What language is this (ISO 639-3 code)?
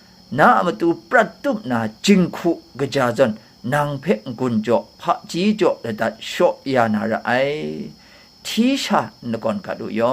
kac